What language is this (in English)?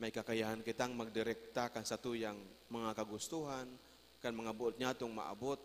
Bikol